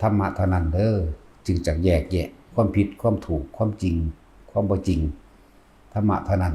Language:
Northeastern Thai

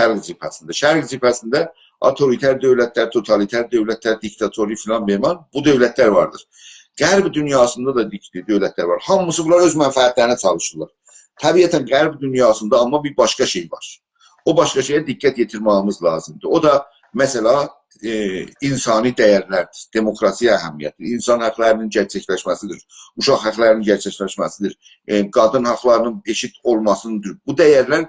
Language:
South Azerbaijani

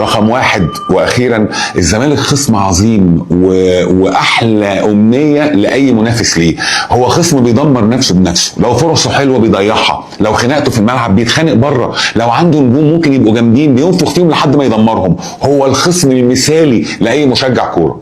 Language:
Egyptian Arabic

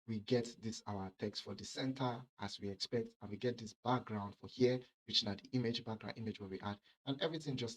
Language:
Nigerian Pidgin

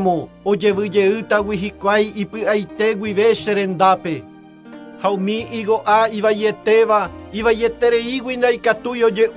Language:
Guarani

